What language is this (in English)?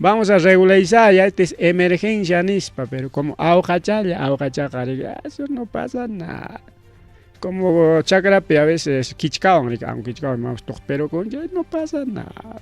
Ayacucho Quechua